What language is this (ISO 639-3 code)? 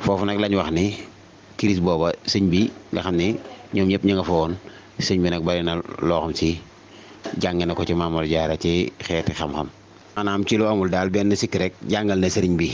wol